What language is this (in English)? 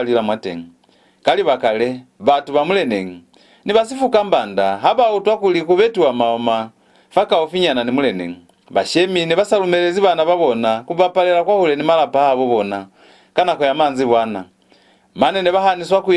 Lozi